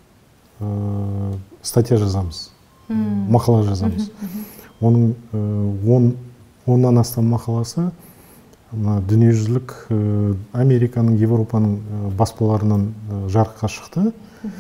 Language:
Kazakh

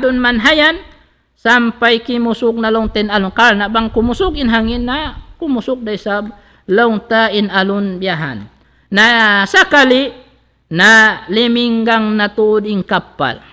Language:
Tausug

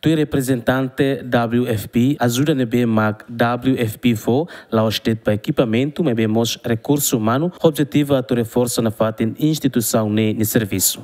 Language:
Tetum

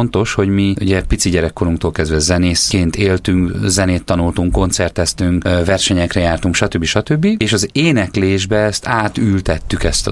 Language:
Hungarian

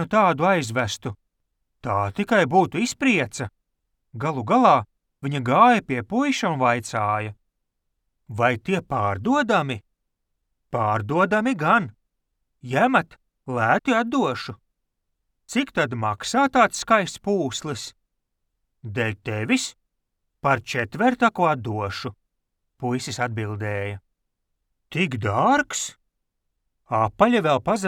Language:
Latvian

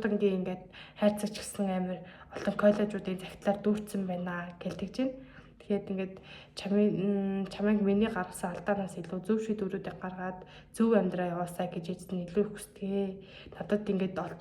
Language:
Mongolian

